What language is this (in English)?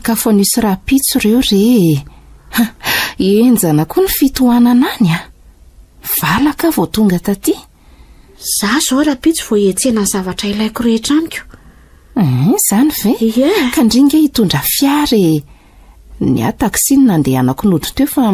Malagasy